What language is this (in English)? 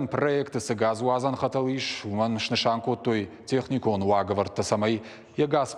Ossetic